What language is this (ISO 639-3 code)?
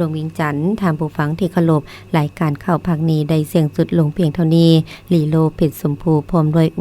lao